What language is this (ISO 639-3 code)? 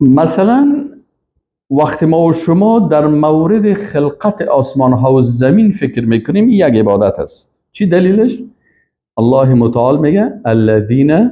fas